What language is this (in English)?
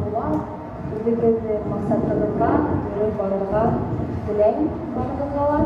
Bashkir